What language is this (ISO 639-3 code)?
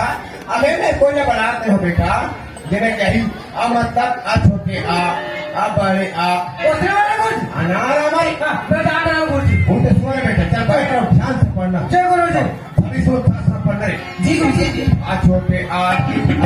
hne